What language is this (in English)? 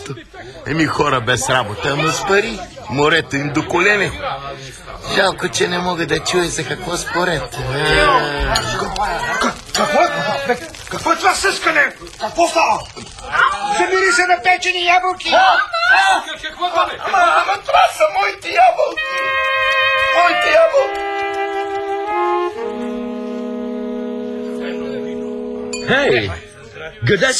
Bulgarian